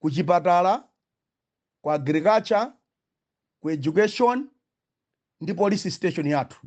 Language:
Nyanja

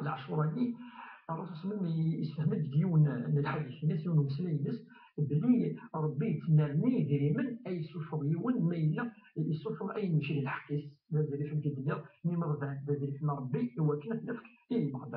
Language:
Kabyle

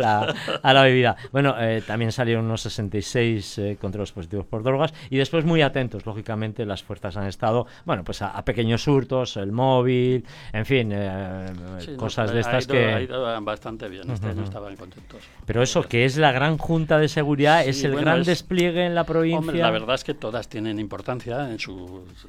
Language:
Spanish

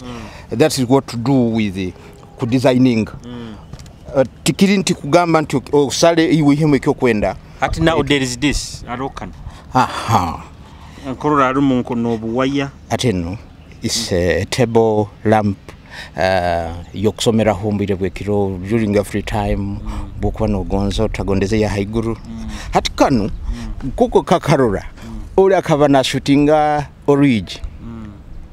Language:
Nyoro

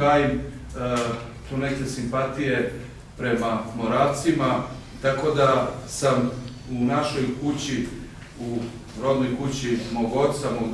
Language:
Serbian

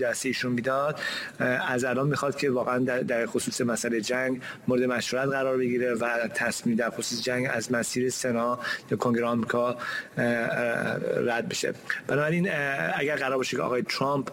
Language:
Persian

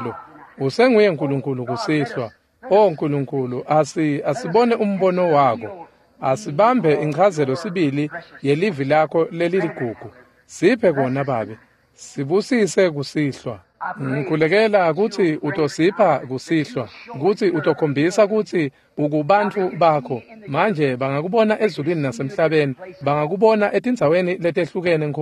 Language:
Swati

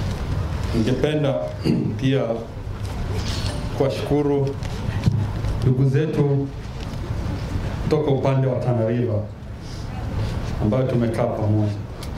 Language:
Swahili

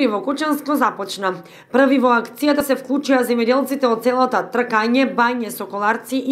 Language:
Macedonian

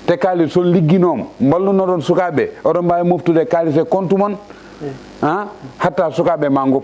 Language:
Fula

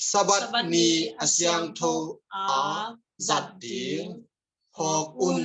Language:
Tedim Chin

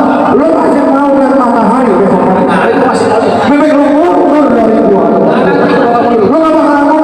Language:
Betawi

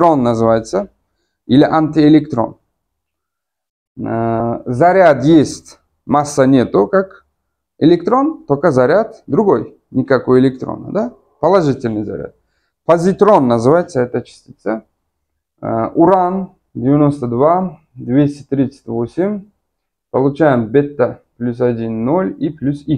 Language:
Russian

